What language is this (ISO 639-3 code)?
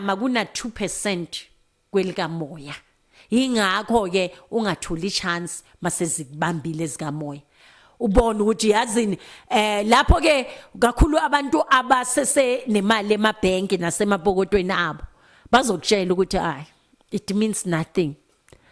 zul